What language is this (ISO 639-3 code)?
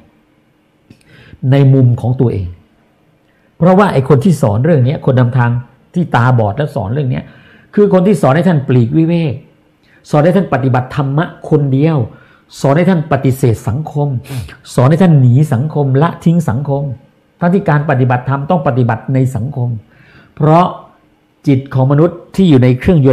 tha